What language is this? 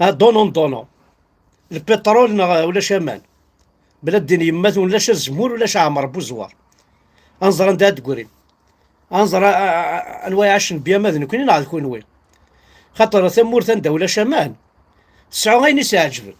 Kabyle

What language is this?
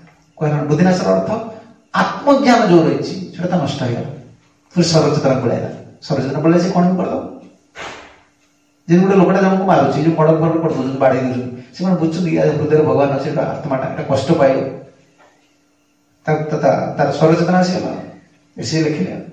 Odia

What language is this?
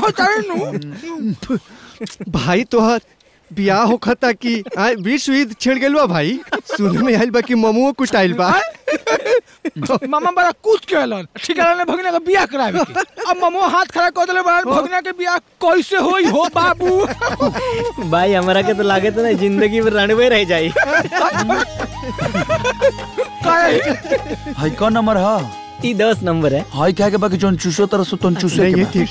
Bhojpuri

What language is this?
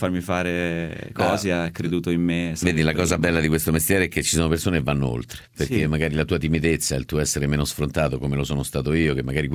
Italian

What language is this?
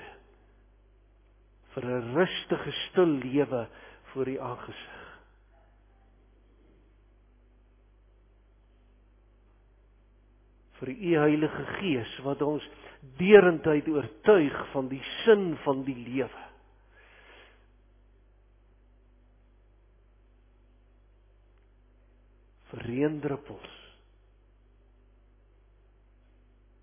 Afrikaans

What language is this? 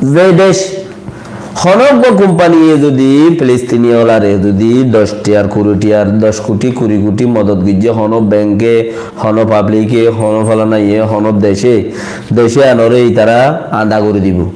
Rohingya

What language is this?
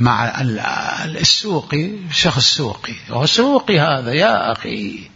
Mesopotamian Arabic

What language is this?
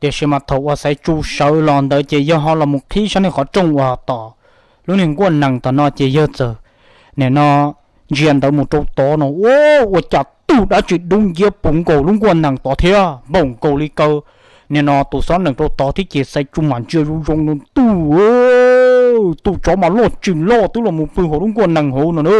Hmong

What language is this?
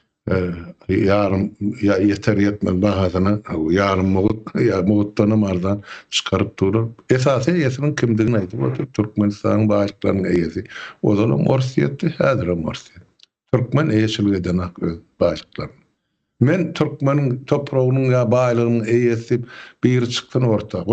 Turkmen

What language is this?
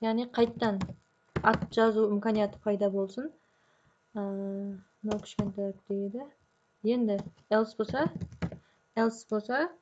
Kara-Kalpak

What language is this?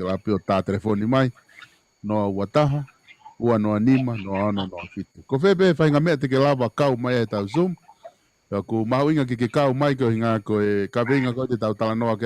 Tongan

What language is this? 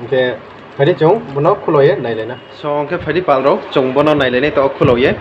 Riang (India)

